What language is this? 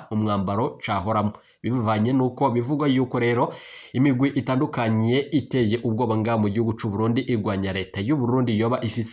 Rundi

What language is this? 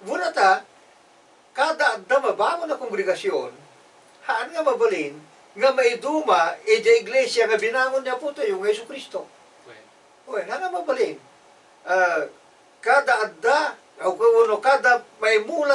Iloko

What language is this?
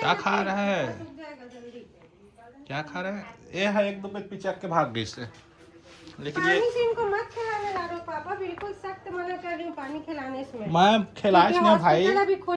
Chhattisgarhi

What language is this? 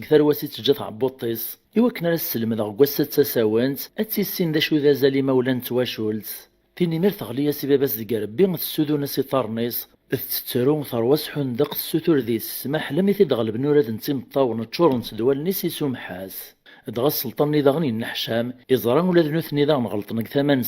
Kabyle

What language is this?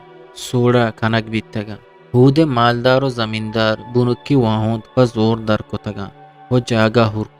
Eastern Balochi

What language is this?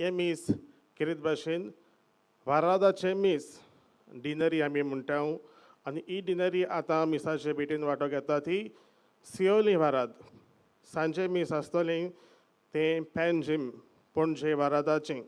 Konkani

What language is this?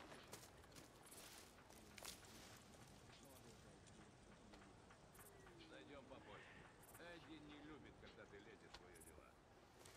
Russian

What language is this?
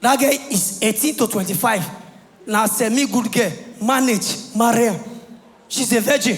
Nigerian Pidgin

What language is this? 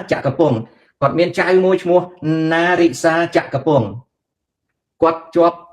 Khmer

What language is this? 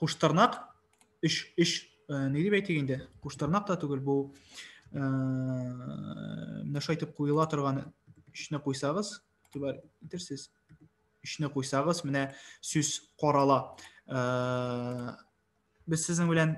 Tatar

